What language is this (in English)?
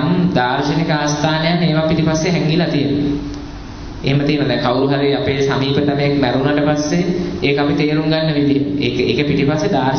Sinhala